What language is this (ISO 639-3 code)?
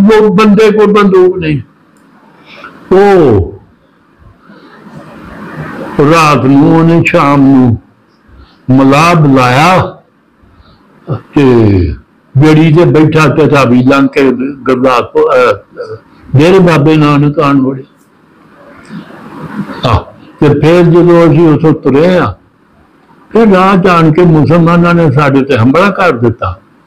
pan